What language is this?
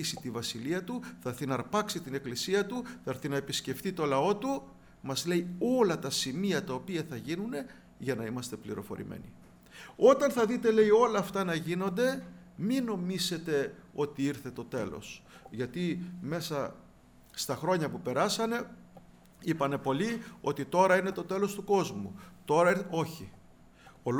Greek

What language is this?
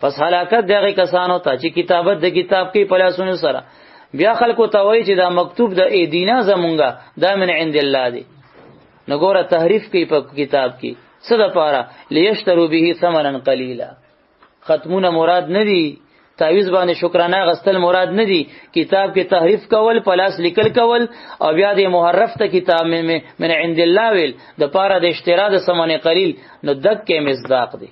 Pashto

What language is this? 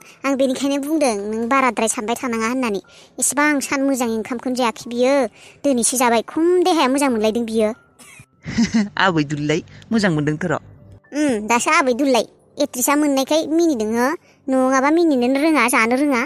Bodo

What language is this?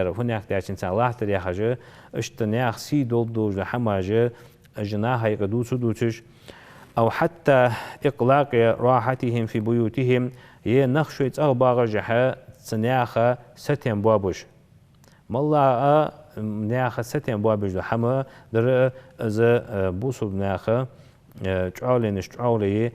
Ingush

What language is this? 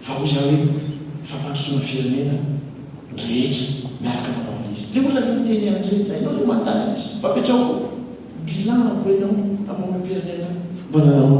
Malagasy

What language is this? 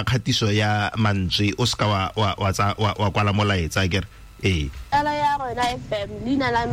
Tswana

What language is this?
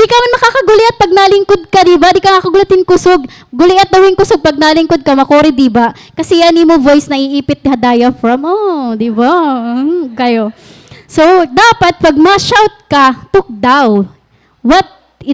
Waray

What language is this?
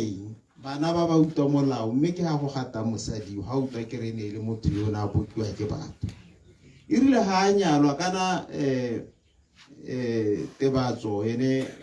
Tswana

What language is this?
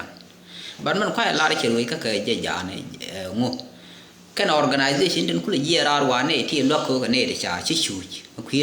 Nuer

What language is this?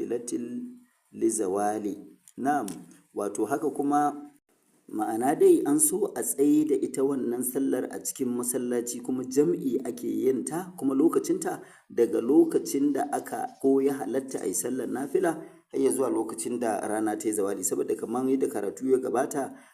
Hausa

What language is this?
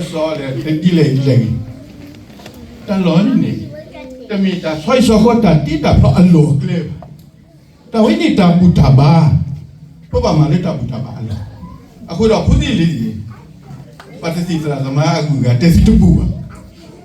S'gaw Karen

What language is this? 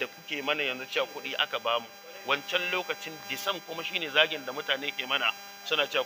Hausa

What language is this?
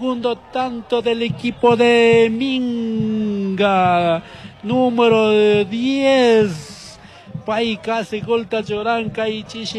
Chimborazo Highland Quichua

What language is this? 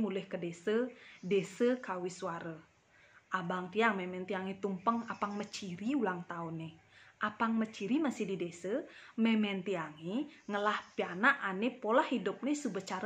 Balinese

